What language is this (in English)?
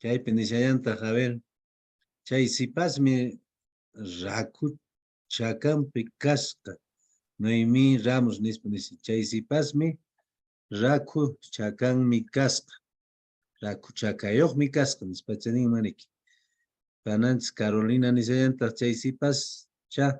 Quechua